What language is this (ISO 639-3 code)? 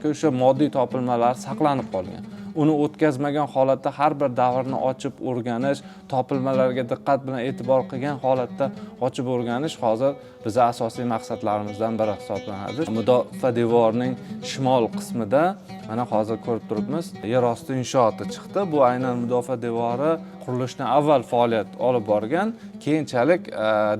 uzb